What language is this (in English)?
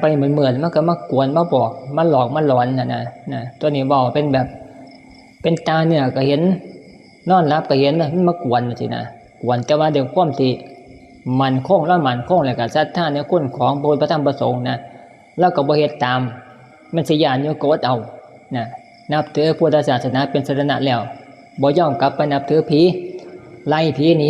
Northeastern Thai